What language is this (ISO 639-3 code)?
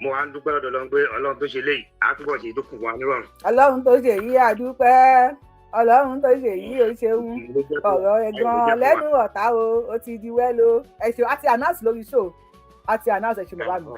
yor